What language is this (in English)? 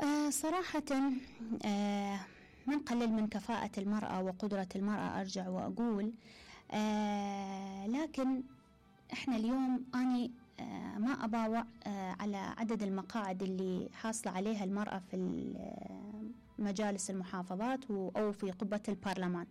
Mesopotamian Arabic